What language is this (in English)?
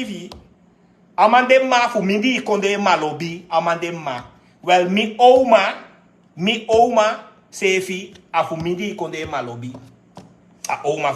Sranan Tongo